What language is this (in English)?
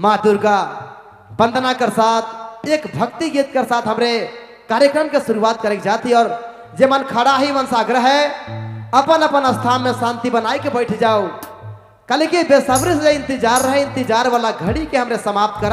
Sadri